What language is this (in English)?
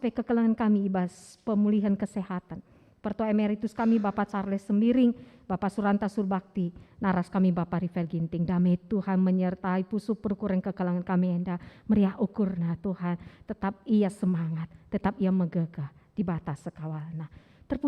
Batak Karo